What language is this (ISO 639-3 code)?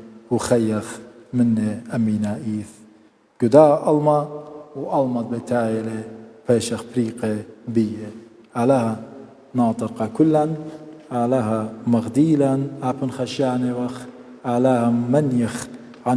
aii